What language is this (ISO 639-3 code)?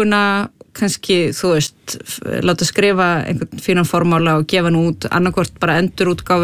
isl